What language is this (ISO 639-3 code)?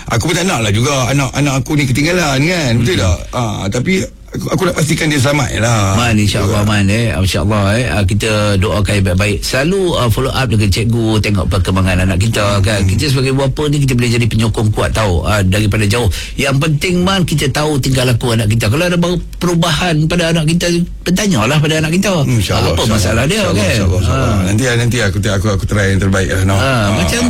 msa